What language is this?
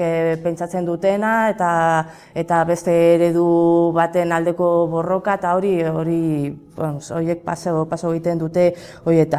Basque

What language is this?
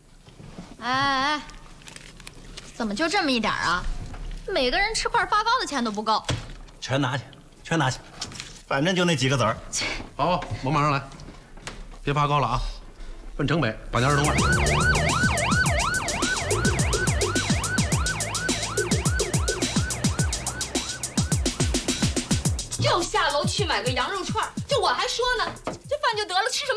Chinese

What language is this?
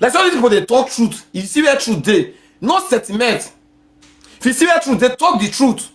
Nigerian Pidgin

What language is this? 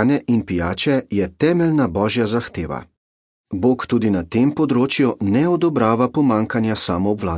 Slovenian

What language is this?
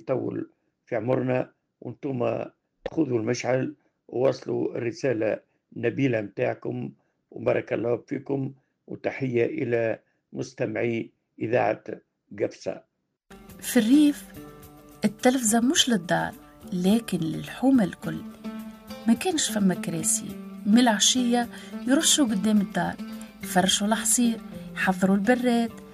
Tunisian Arabic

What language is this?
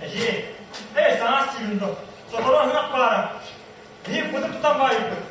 Yakut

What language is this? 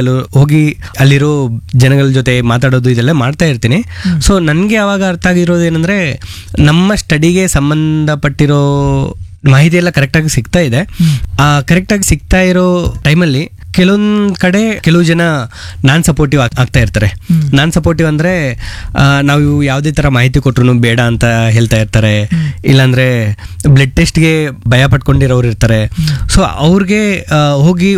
Kannada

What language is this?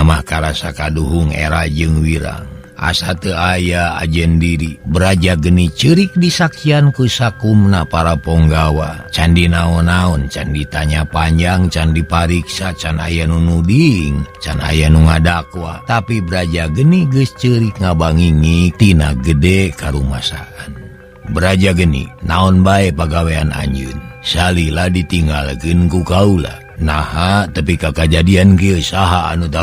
Sundanese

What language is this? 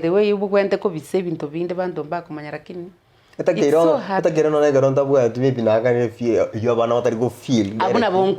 Gusii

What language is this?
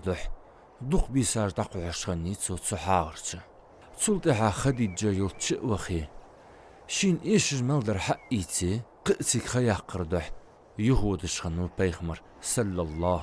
Ingush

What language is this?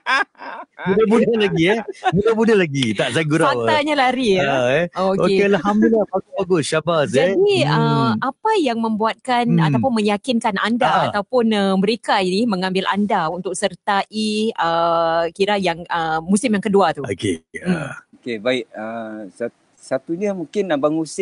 Malay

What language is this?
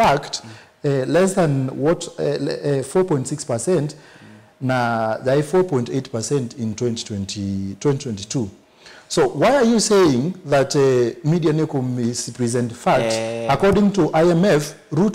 Kamba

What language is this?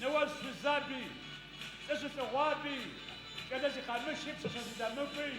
Adyghe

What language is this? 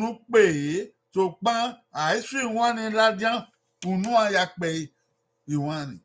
Bini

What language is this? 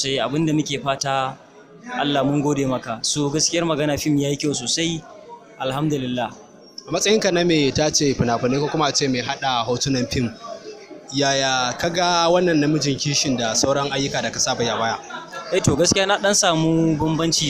Hausa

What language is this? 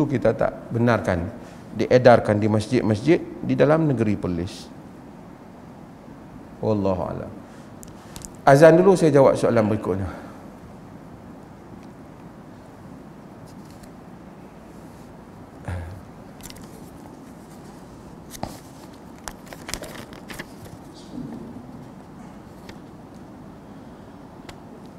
Malay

